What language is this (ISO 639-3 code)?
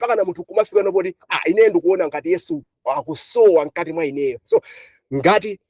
nya